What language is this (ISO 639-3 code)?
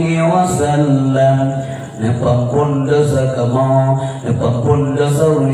ace